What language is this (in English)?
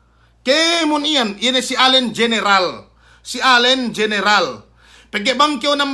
Yakan